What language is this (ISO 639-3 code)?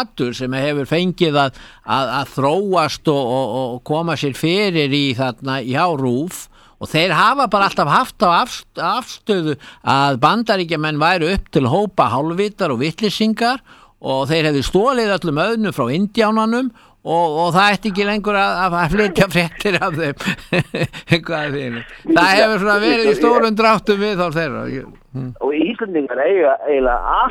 isl